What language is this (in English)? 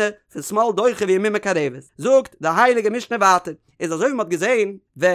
Yiddish